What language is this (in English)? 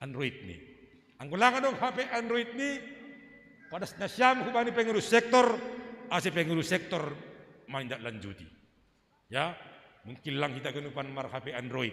Batak Simalungun